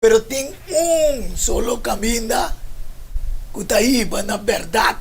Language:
Papiamento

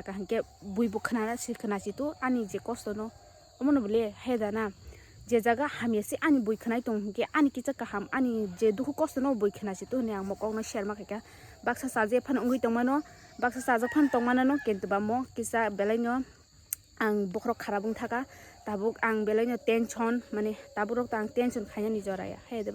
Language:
Kok Borok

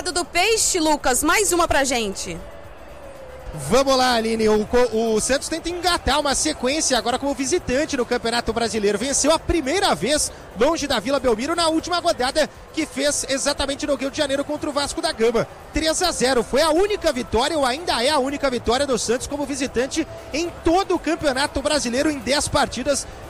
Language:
Portuguese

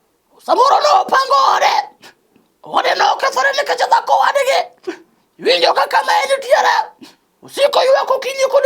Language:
Luo (Kenya and Tanzania)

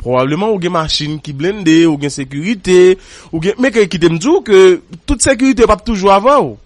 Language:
Haitian Creole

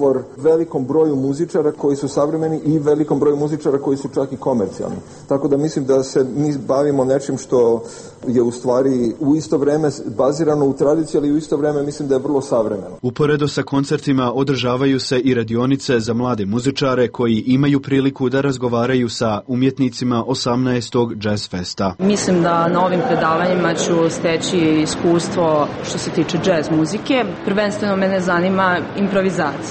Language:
Serbian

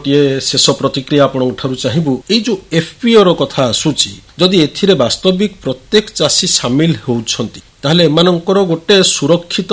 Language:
Odia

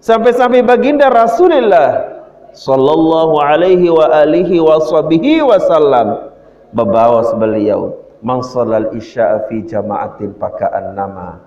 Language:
Sasak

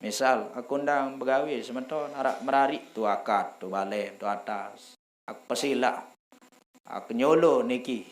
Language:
Sasak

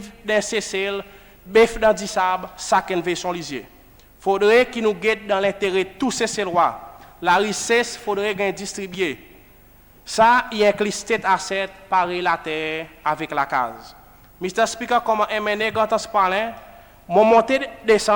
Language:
Seselwa Creole French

